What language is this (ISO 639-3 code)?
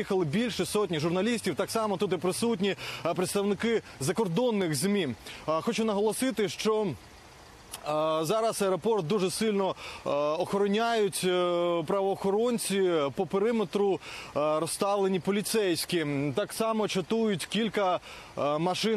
ukr